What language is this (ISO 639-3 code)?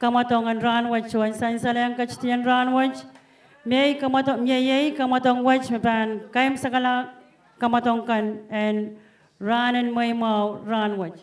pon